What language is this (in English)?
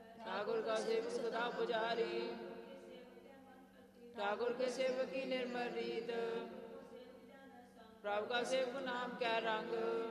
Punjabi